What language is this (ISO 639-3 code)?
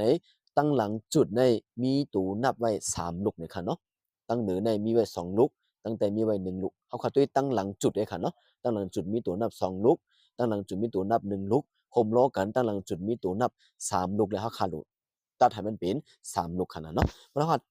shn